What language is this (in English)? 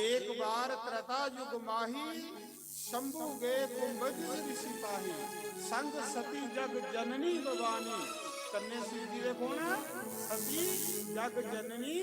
Dogri